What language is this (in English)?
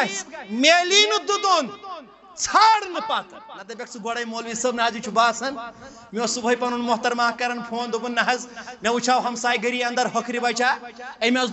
Kashmiri